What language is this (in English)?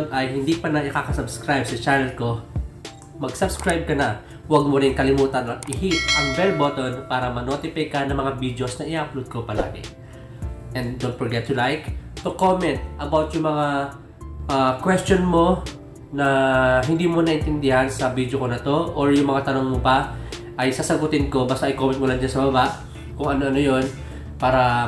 Filipino